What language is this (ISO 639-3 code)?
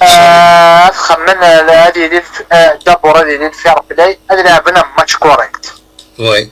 kab